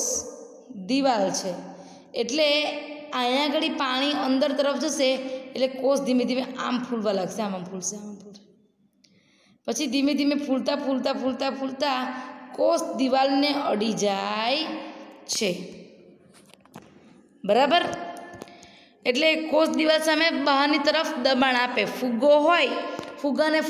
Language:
Gujarati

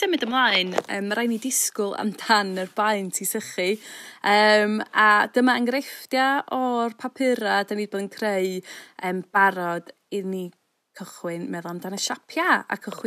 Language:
Welsh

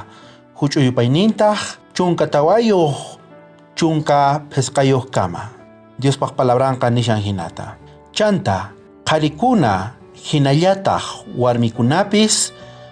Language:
South Bolivian Quechua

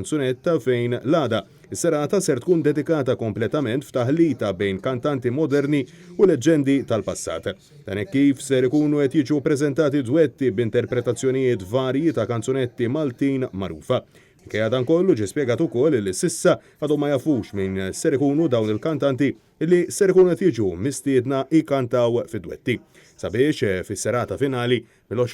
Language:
Maltese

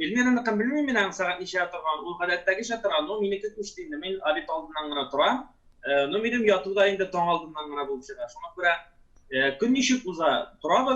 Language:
Tatar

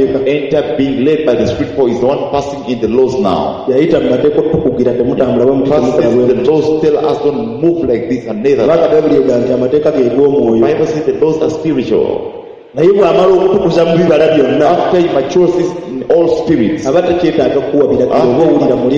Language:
Ganda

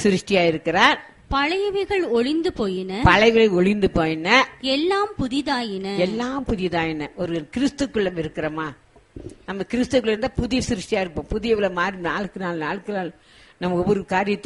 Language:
Tamil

